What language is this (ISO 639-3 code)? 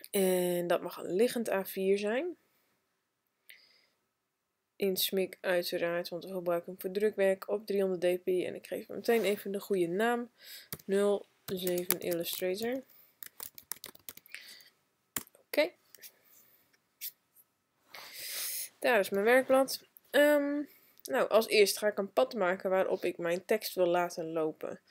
nld